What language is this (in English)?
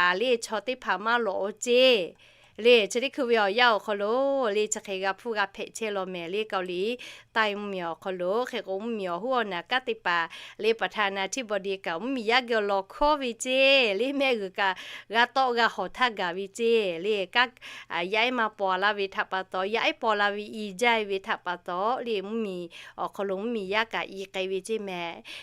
Lahu